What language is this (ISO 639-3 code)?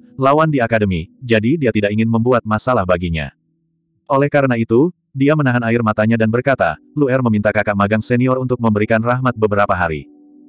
ind